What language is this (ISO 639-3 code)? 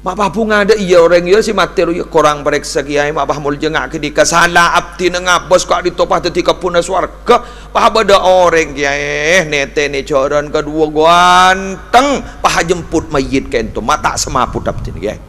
mad